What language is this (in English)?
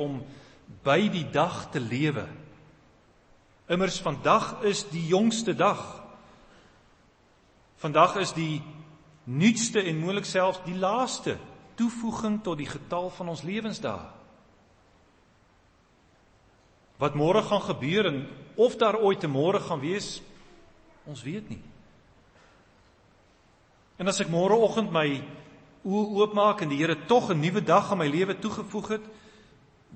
Afrikaans